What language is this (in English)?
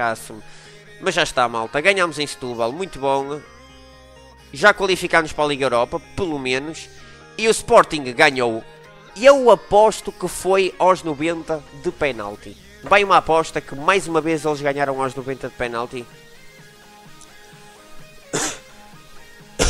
Portuguese